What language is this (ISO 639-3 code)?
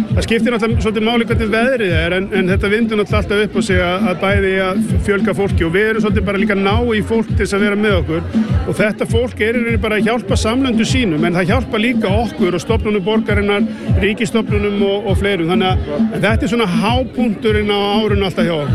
isl